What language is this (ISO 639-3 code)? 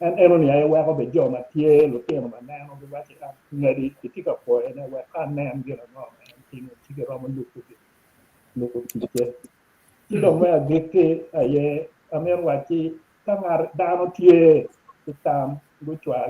ach